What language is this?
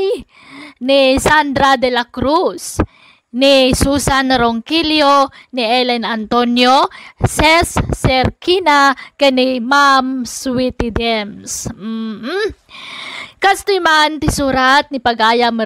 Iloko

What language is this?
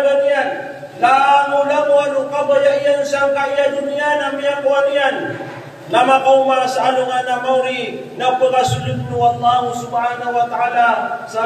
Maranao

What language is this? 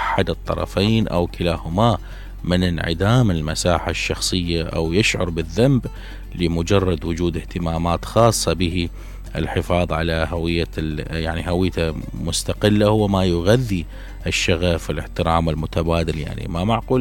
Mesopotamian Arabic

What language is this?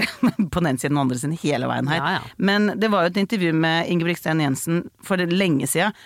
Norwegian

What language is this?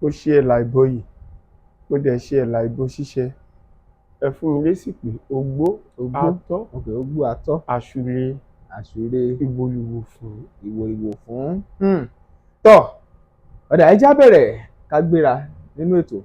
Yoruba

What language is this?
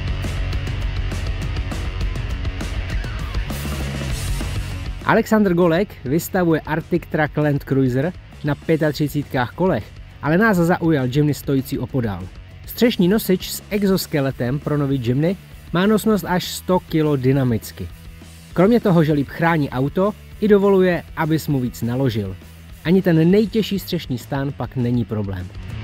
Czech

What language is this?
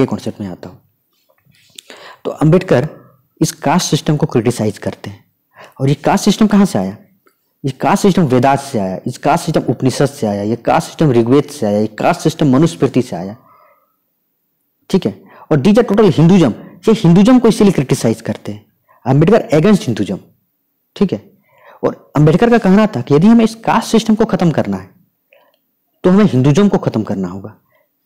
Hindi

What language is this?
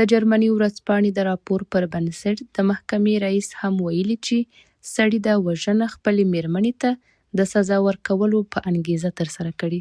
Pashto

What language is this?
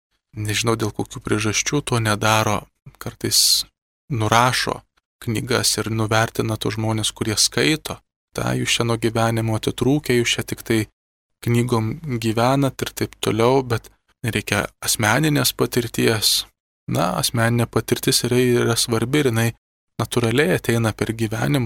Lithuanian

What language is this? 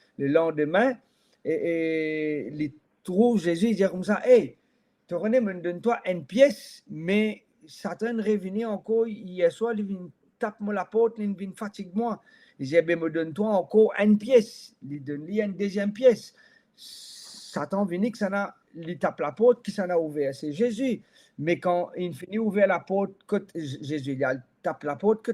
Morisyen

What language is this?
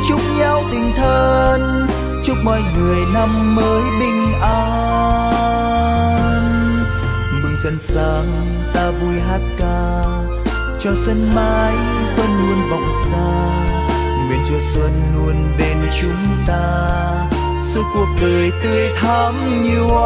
Vietnamese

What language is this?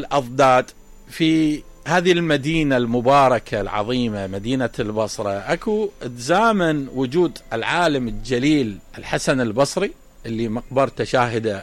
Mesopotamian Arabic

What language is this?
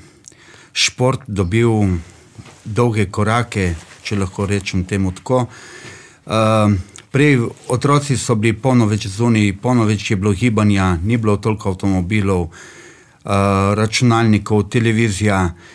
Slovenian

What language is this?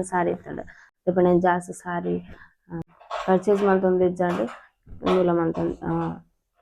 Tulu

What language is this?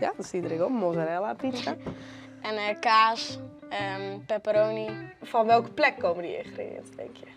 Western Frisian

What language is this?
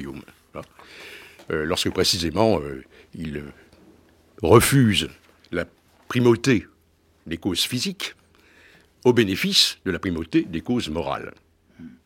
French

